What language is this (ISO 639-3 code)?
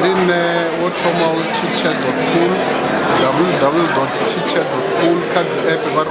ven